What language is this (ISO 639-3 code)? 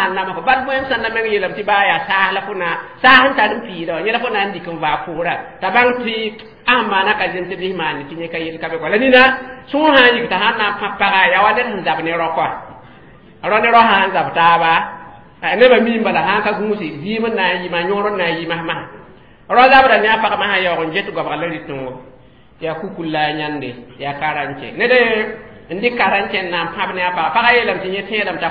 mos